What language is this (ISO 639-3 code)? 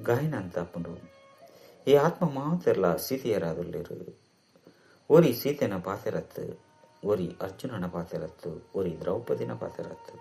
tcy